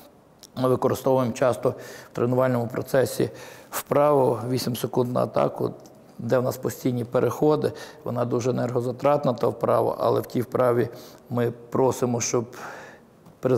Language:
Ukrainian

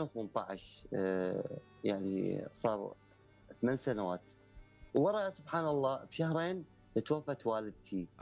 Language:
Mesopotamian Arabic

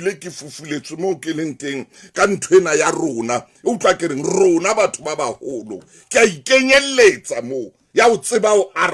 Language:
Southern Sotho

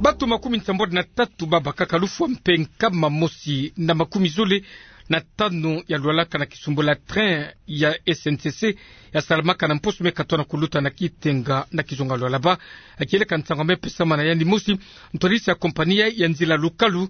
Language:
Kituba (Democratic Republic of Congo)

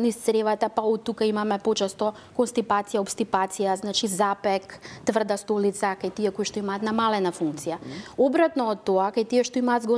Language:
Macedonian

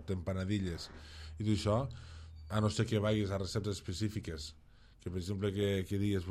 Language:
Catalan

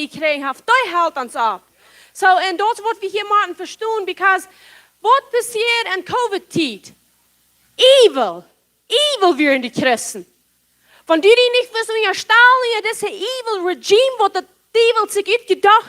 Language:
Plautdietsch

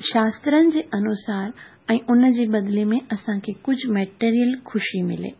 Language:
Sindhi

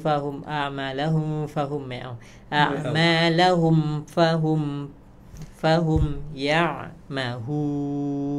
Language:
Arabic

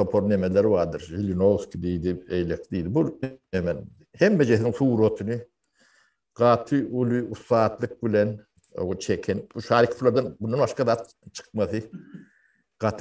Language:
Turkmen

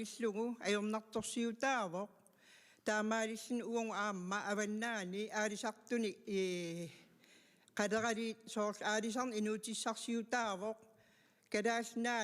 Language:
Kalaallisut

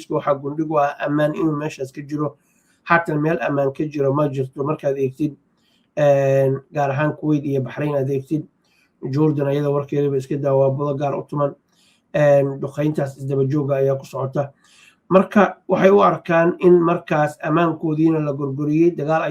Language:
Somali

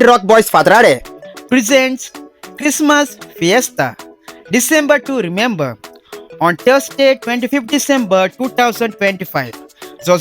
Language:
Konkani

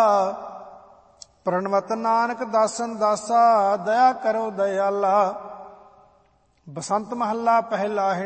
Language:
Punjabi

